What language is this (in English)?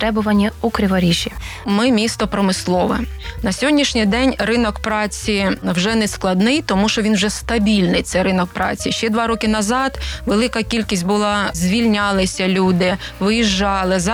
Ukrainian